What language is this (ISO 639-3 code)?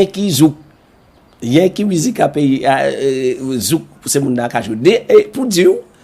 gcf